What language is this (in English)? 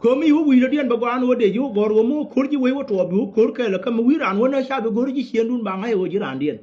Nuer